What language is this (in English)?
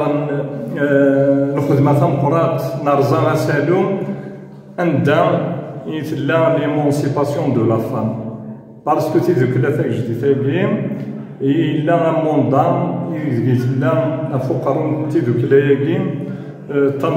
Kabyle